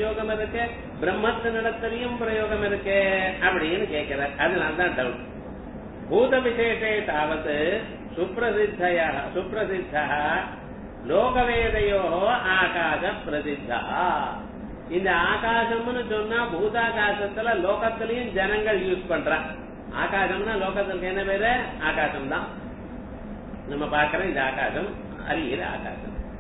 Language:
Tamil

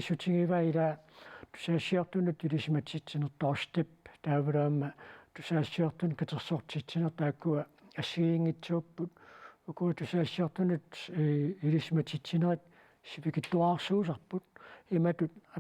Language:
Kalaallisut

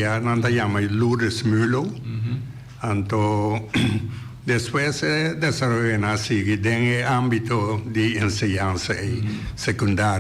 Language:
Papiamento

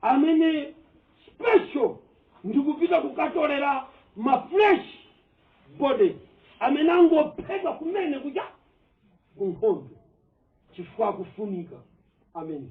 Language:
Nyanja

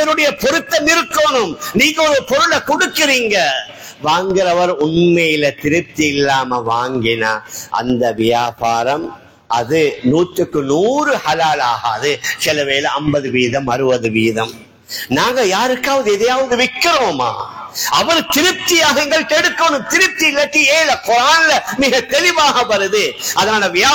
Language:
Tamil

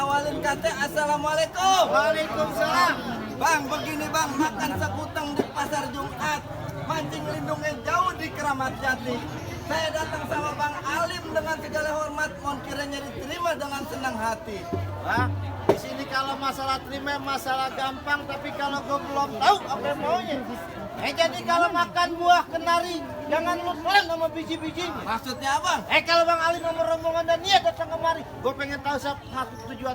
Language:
Betawi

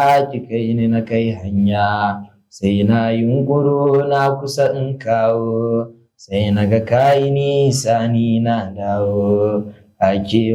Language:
Hausa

